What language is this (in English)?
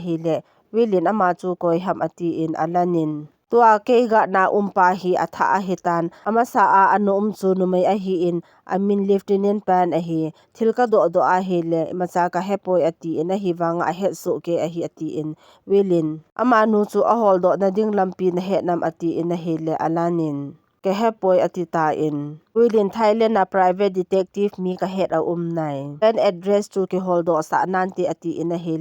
Thado Chin